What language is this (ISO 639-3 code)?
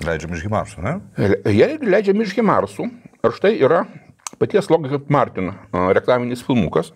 lit